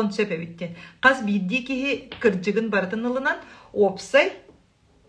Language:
Yakut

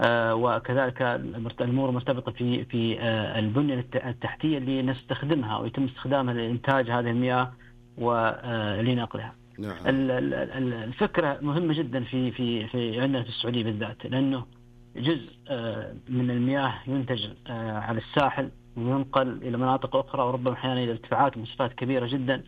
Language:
Najdi Arabic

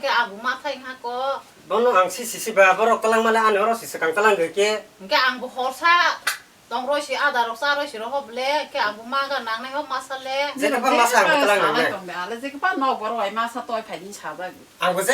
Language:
Kok Borok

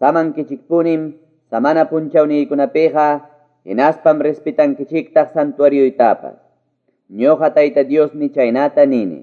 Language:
Quechua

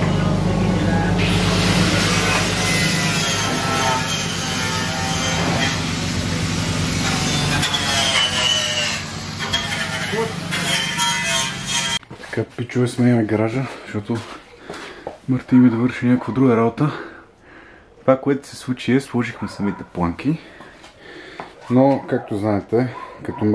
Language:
Bulgarian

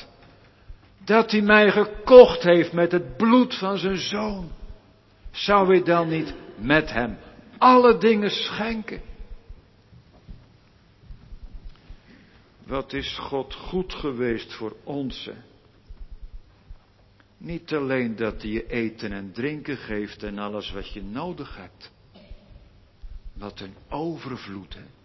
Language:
Dutch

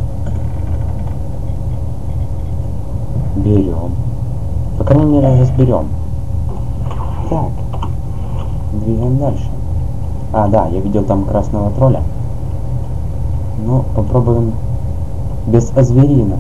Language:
Russian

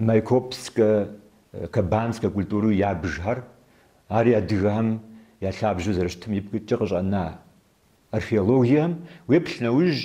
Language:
Kabardian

